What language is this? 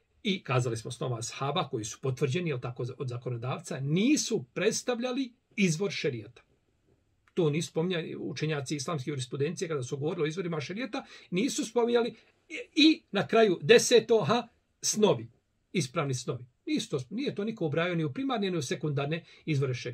Bosnian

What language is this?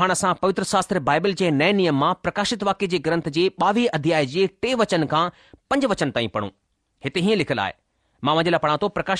Sindhi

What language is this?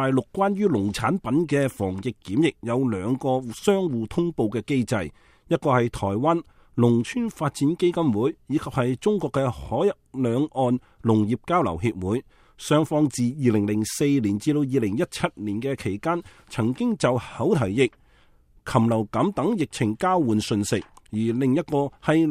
Cantonese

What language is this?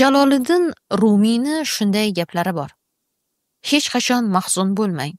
Uzbek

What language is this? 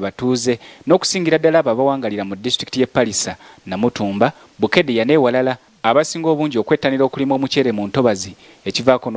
Ganda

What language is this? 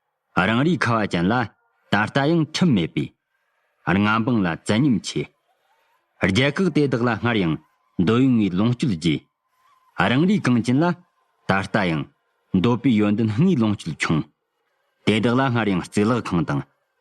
Tibetan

